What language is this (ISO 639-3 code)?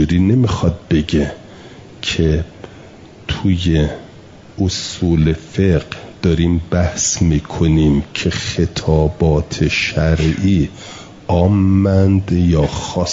fas